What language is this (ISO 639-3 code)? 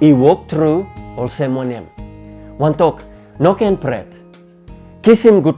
tpi